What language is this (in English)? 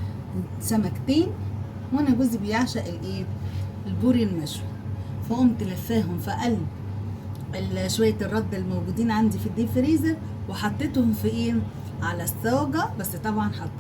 Egyptian Arabic